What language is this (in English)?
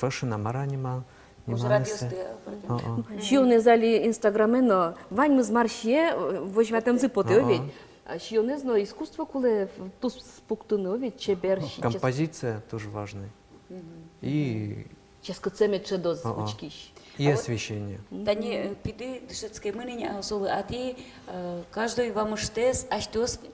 Udmurt